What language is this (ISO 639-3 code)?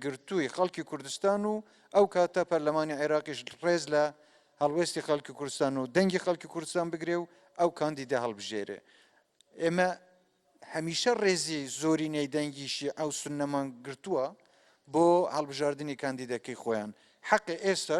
ckb